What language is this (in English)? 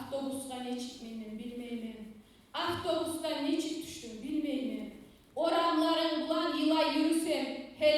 Kumyk